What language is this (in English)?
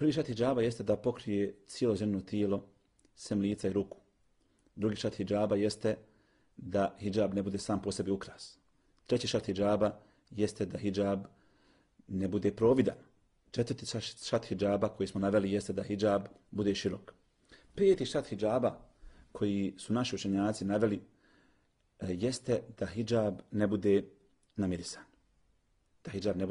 Bosnian